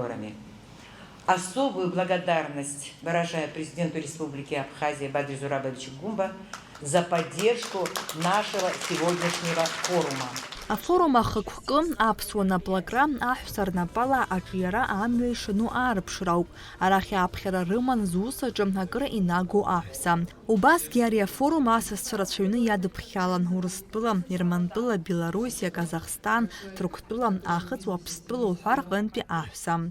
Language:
Abkhazian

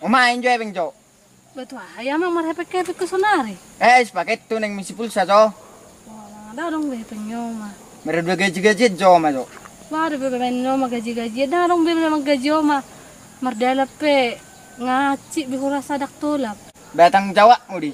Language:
Batak Toba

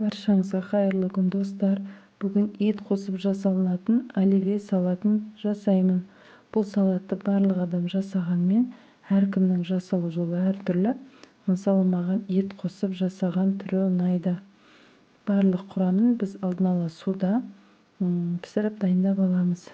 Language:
Kazakh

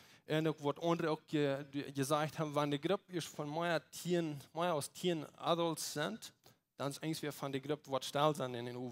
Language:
Plautdietsch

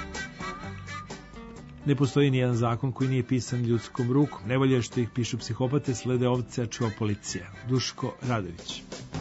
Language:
Serbian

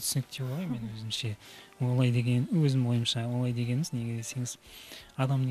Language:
Kazakh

